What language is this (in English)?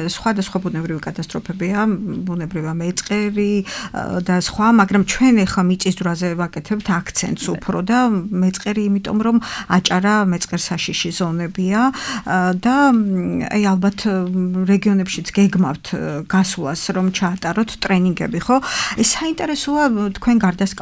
Georgian